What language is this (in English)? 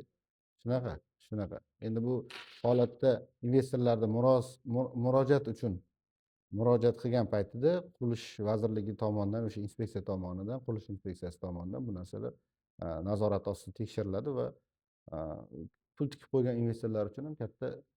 Uzbek